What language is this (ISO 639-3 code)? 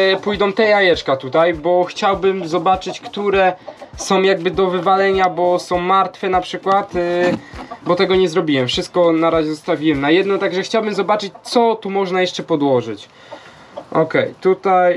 pol